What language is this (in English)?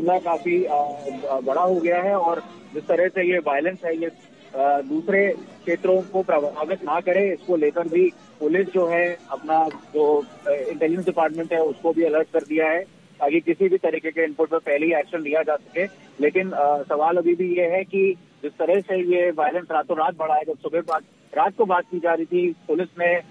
Hindi